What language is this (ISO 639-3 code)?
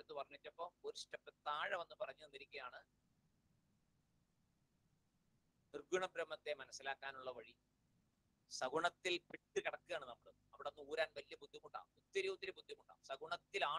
mal